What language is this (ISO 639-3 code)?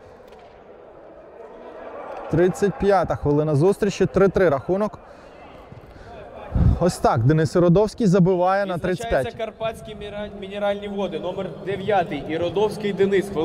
ukr